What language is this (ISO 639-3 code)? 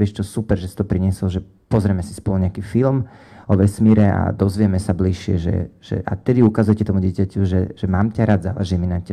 slk